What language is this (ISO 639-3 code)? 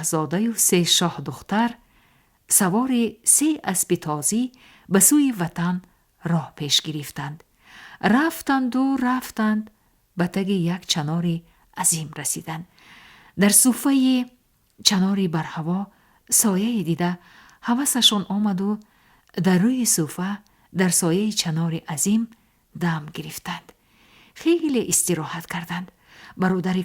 tgk